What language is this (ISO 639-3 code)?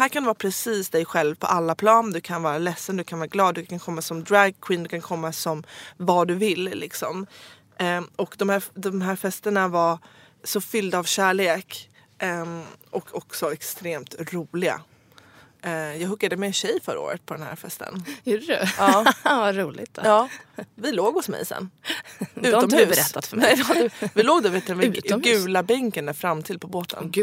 swe